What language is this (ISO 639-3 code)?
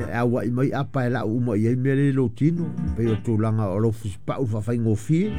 smo